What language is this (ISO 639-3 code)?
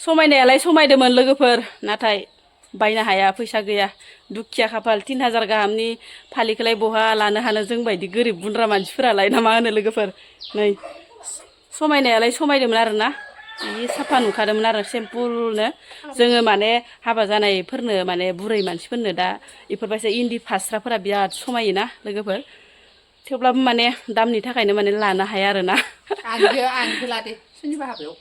brx